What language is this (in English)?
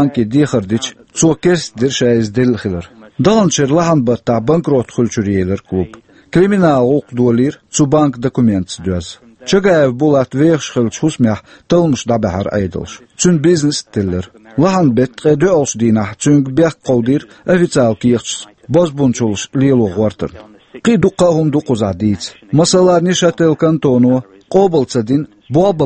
Chechen